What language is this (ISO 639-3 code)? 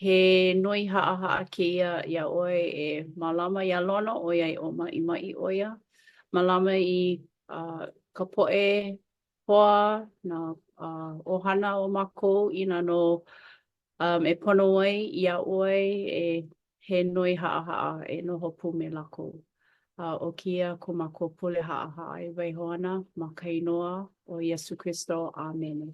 haw